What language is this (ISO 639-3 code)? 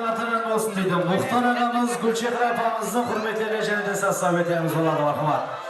kaa